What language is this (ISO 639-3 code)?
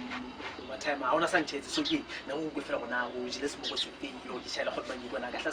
sot